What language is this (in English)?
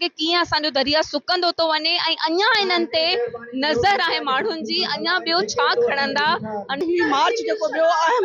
Sindhi